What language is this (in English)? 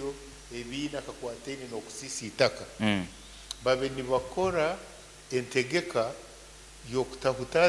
Nyankole